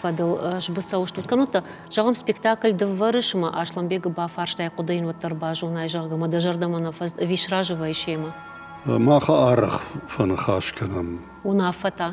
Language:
Ossetic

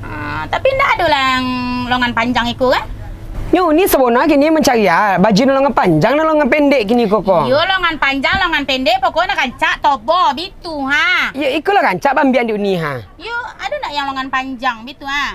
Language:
Minangkabau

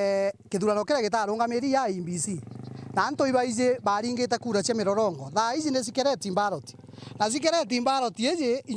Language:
Meru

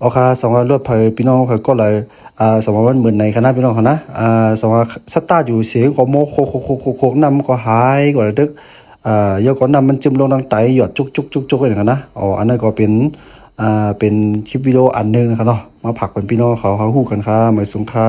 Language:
Shan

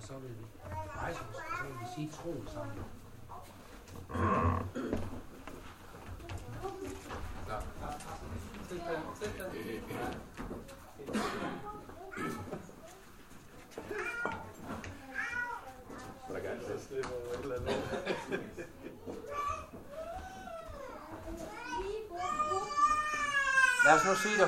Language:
Danish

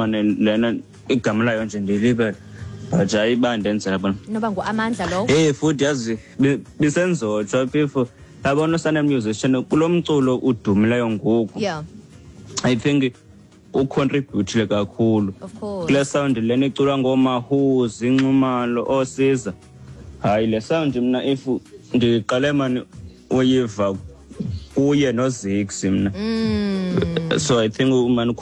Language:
Xhosa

